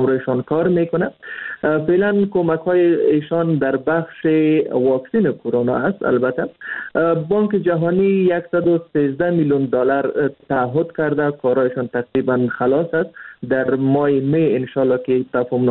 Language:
Persian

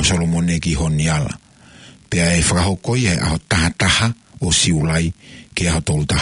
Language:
Tongan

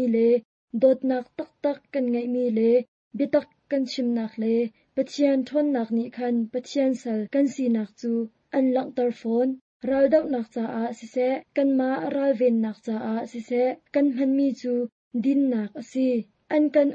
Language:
Hakha Chin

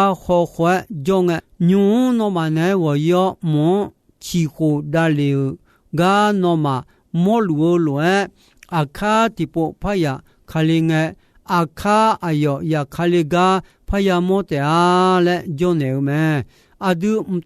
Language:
Akha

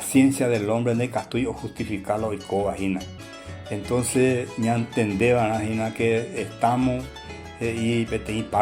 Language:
Guarani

